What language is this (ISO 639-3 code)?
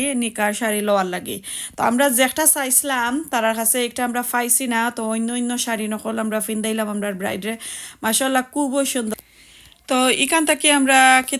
syl